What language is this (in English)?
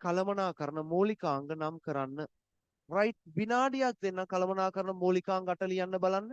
Sinhala